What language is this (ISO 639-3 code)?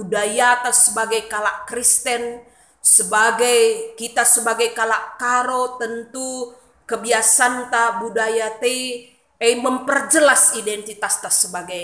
btx